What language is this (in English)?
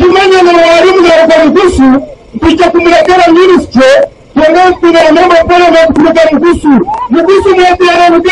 Nyankole